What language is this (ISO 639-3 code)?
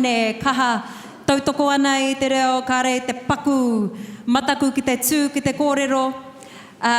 mri